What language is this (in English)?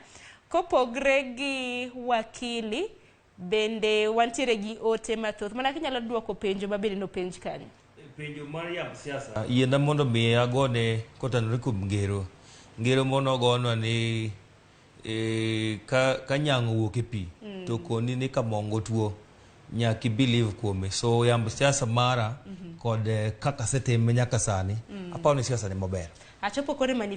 Luo (Kenya and Tanzania)